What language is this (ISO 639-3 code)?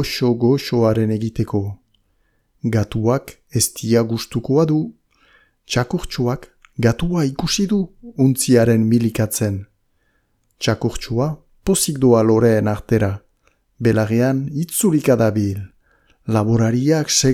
eus